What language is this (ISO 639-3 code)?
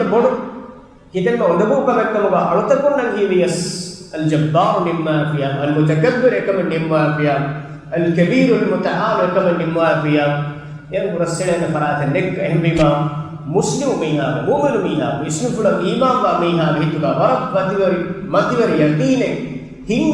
div